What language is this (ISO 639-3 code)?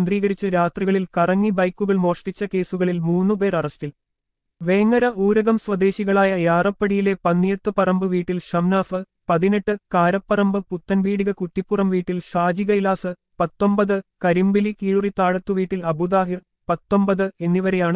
mal